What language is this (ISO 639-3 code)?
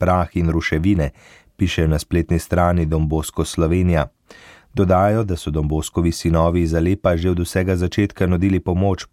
slv